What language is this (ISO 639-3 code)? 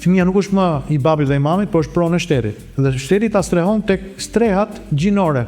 sqi